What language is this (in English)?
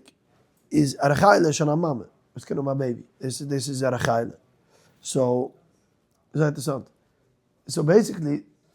Yiddish